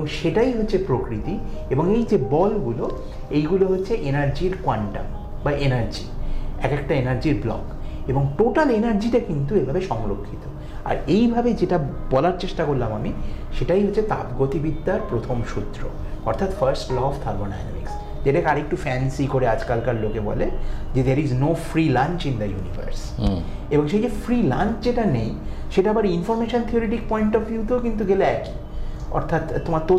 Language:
Bangla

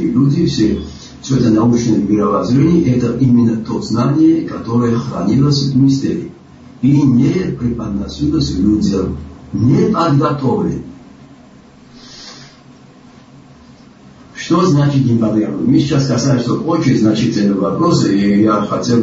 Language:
Russian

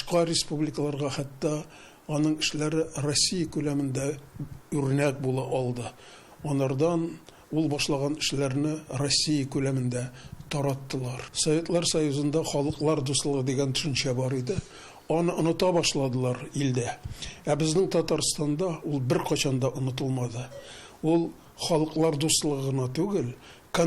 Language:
Tatar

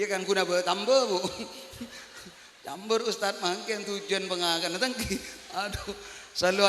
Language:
Madurese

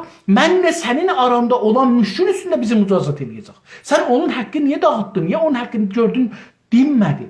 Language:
South Azerbaijani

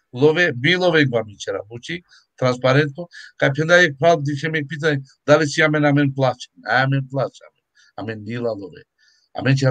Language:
Balkan Romani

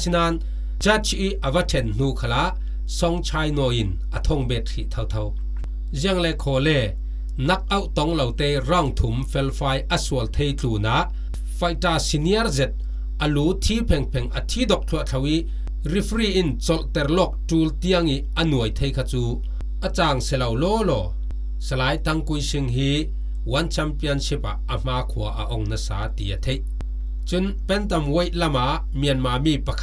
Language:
Falam Chin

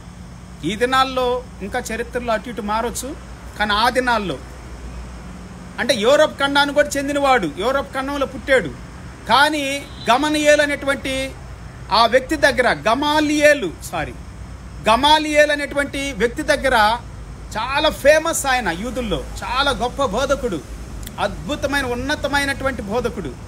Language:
Telugu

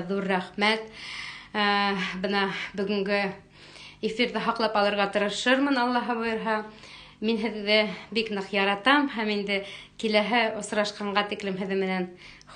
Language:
Bashkir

